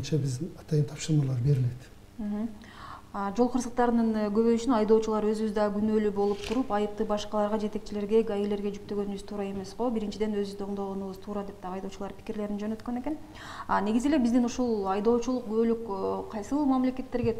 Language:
Kyrgyz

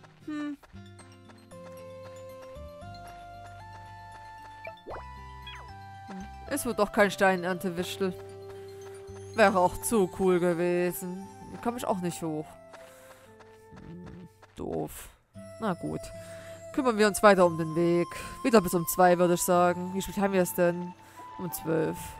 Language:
German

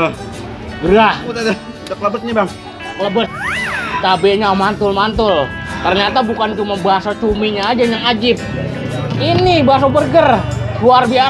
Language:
Betawi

